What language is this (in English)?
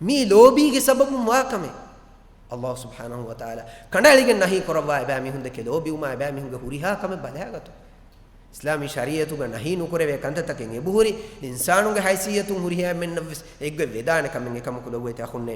Divehi